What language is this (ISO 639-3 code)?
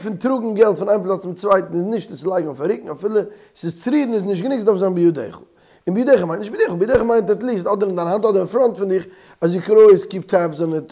yid